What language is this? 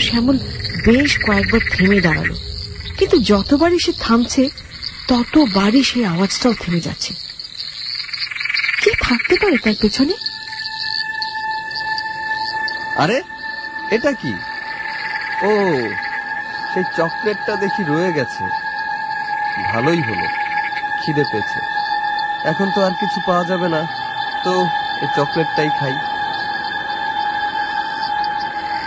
Bangla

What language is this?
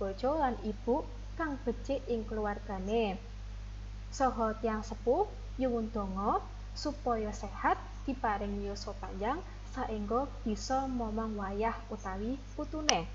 Javanese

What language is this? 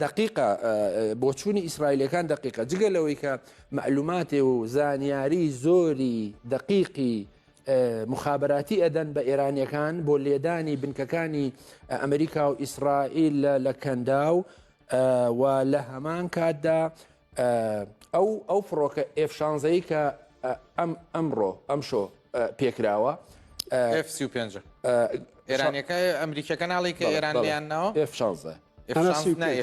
Central Kurdish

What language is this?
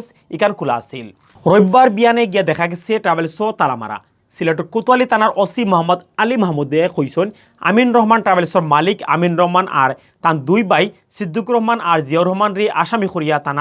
Sylheti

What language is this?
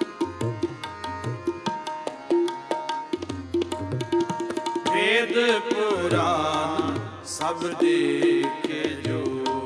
Punjabi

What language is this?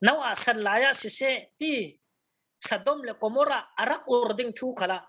Falam Chin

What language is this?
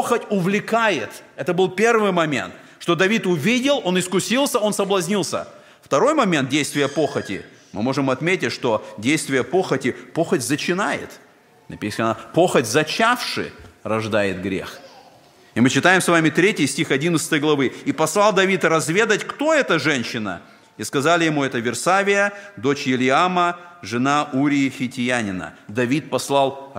Russian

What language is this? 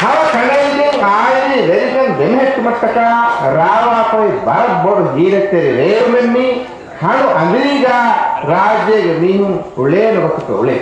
Divehi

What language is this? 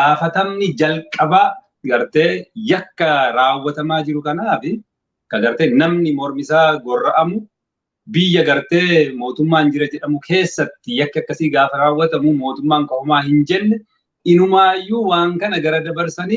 Oromo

